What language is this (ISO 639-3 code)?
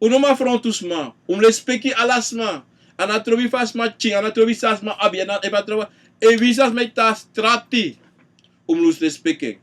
srn